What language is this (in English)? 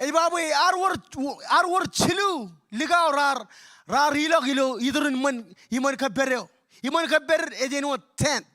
Marshallese